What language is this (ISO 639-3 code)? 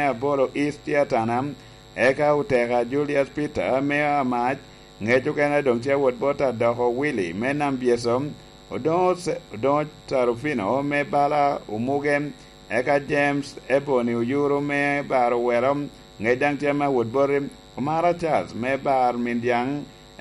laj